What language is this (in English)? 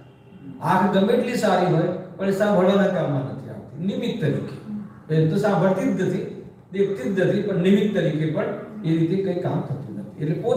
Gujarati